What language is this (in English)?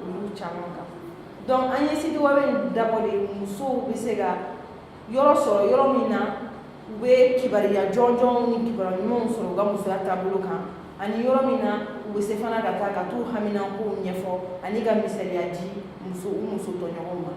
Bambara